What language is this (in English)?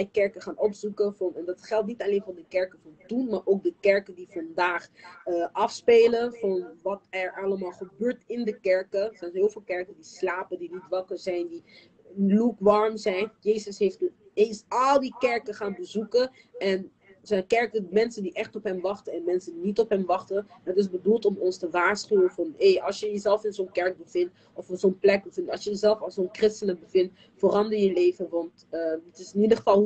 Dutch